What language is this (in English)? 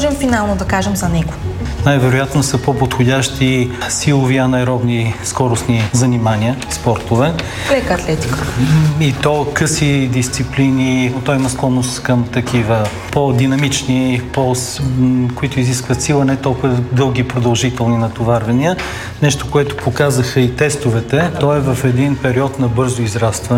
Bulgarian